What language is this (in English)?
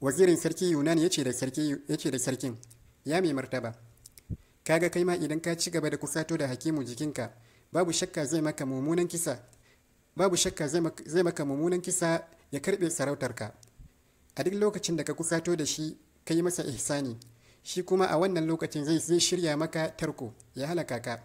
Hausa